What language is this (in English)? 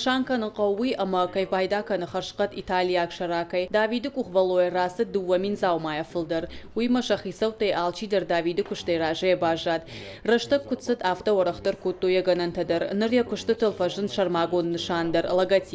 Ossetic